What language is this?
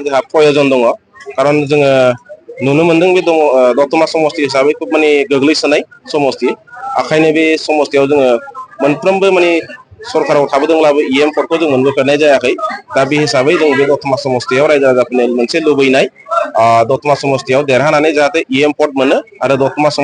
Bodo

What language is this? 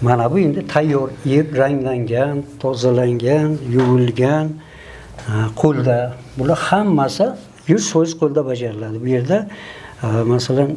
Uzbek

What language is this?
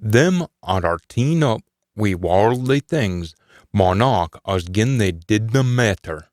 Scots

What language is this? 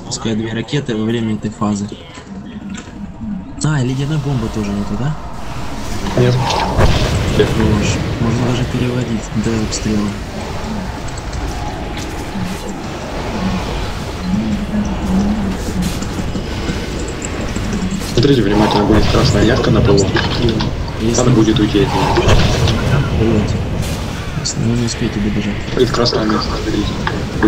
Russian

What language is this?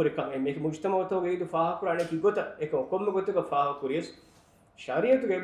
Divehi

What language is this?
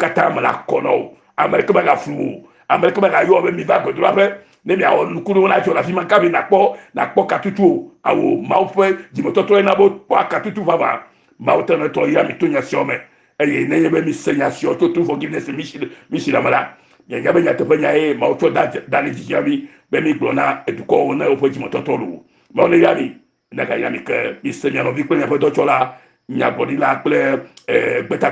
Ewe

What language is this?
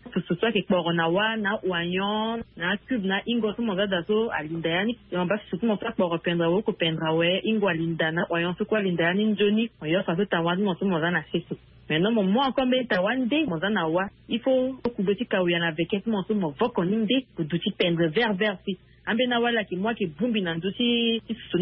Sango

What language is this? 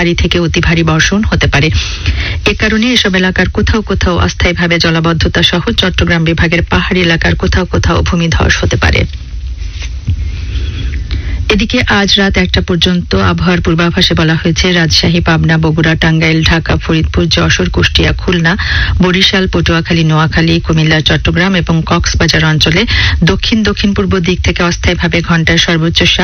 Bangla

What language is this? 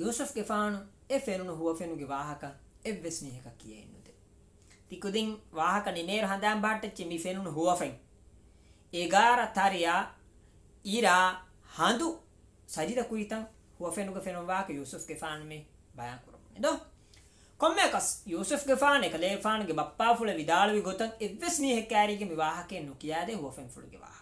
Divehi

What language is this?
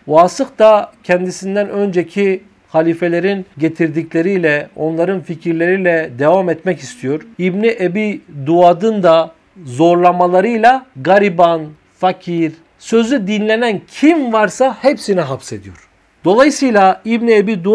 Turkish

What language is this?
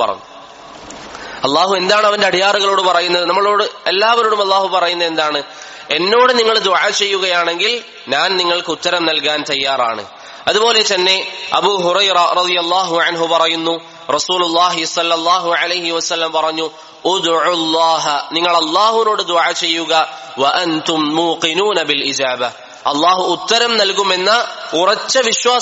Malayalam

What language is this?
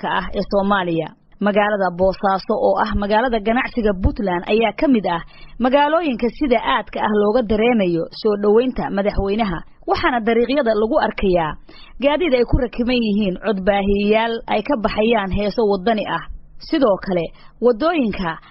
Somali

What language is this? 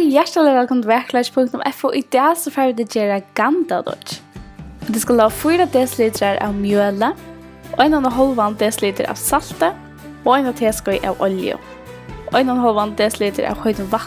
Faroese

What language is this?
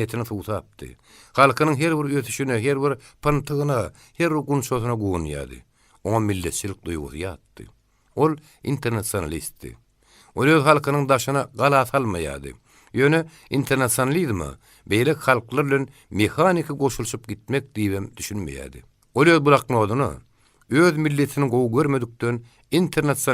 Turkmen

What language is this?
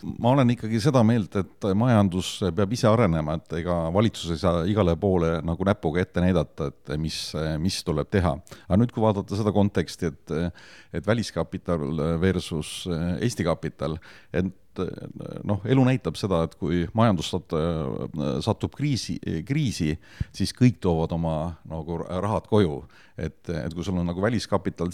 Estonian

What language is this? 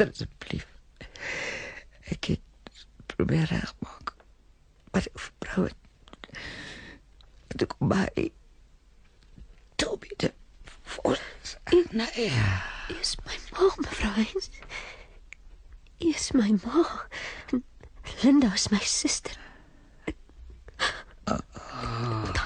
Afrikaans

